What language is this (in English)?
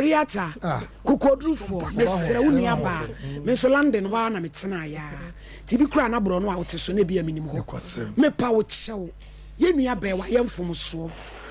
Akan